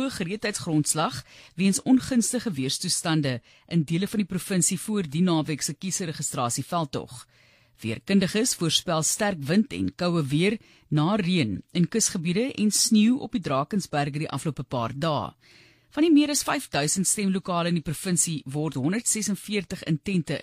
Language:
Afrikaans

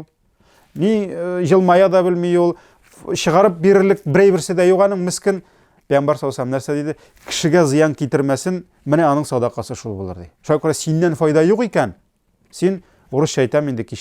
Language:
Tatar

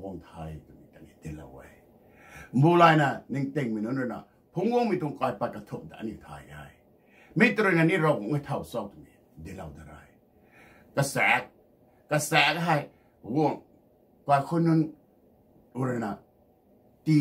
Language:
Rongmei Naga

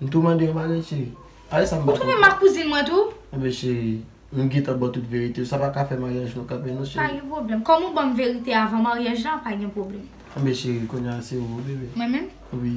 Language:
Haitian Creole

